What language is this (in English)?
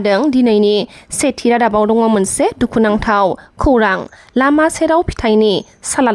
Bodo